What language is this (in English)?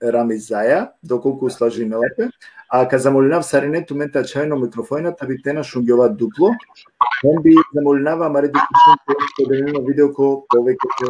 Balkan Romani